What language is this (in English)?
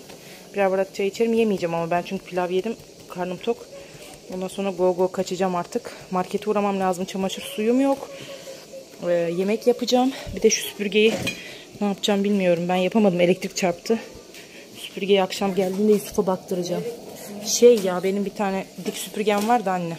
Turkish